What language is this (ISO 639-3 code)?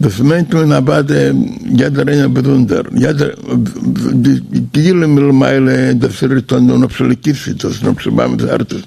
yid